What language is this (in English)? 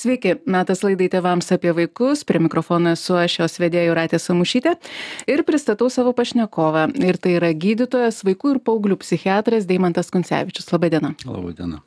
Lithuanian